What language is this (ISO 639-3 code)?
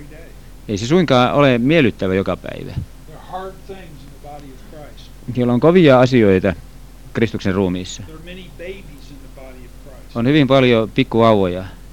fin